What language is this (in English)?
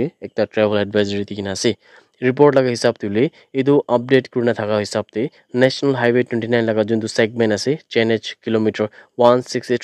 Naga Pidgin